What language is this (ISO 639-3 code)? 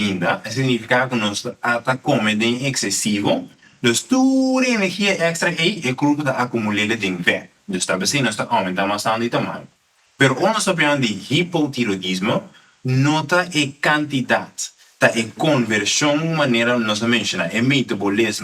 pap